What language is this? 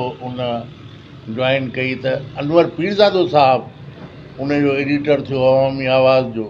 Sindhi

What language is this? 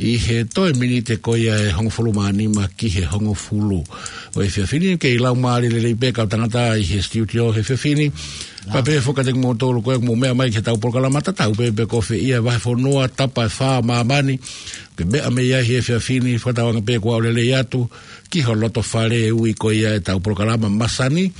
Tongan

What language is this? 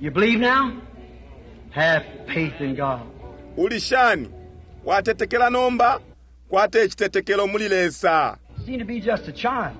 Bemba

